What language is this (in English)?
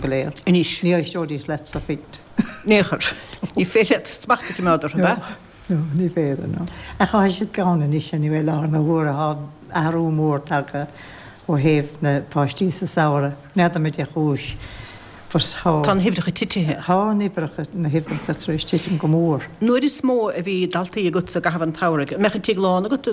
Irish